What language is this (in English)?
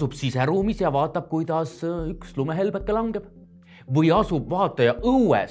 Estonian